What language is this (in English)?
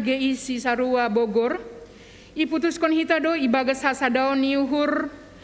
Batak Simalungun